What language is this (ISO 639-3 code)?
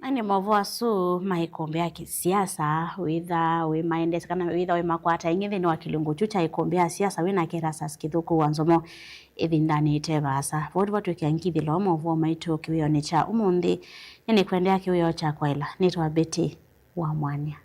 kam